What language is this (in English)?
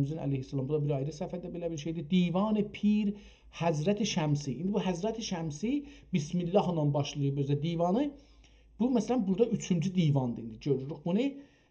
South Azerbaijani